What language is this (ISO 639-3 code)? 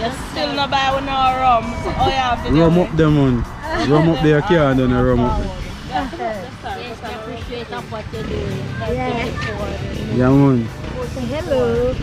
jam